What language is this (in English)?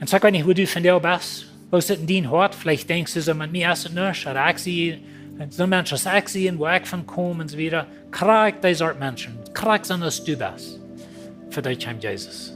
Plautdietsch